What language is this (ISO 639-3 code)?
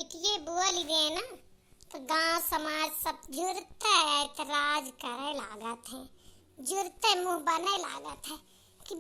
awa